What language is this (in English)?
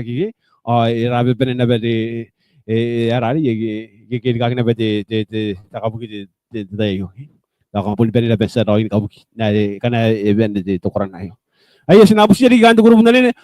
Gilbertese